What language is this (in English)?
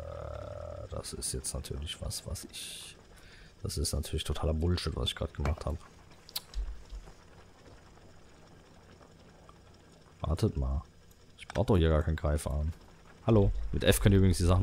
German